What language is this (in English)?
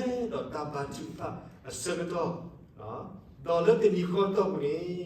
S'gaw Karen